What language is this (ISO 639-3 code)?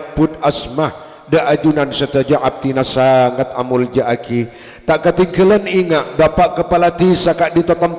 mad